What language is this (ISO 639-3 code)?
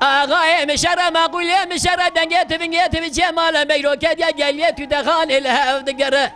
kur